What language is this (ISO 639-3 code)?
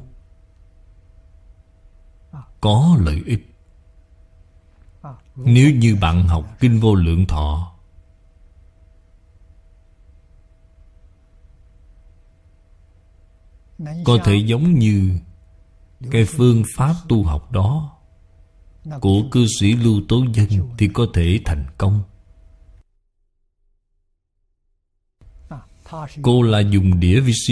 vie